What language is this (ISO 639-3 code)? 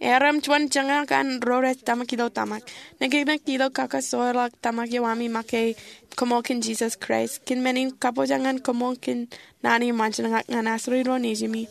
mah